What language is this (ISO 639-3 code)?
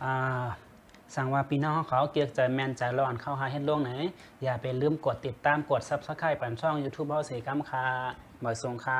shn